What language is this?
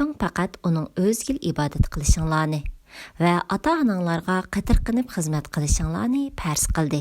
Uyghur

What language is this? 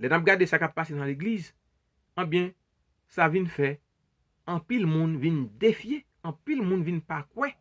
Haitian Creole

